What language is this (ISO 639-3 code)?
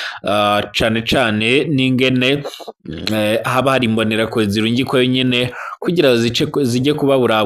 run